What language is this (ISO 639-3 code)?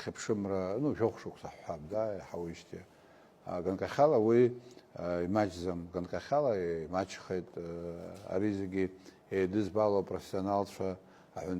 abk